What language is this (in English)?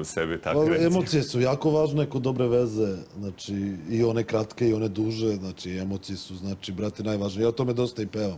Serbian